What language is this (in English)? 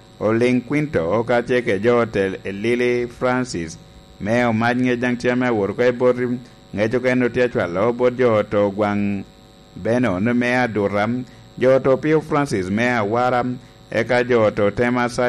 Lango (Uganda)